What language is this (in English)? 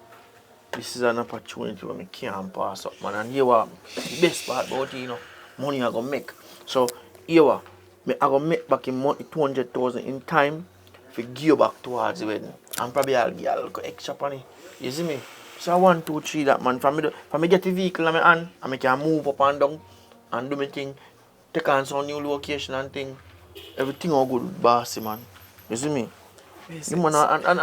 Jamaican Creole English